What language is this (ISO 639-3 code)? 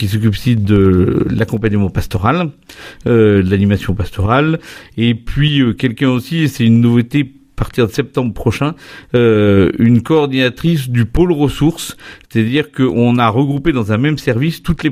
fra